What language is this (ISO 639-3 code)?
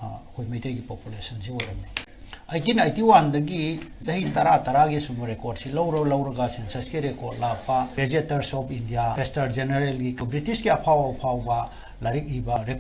mni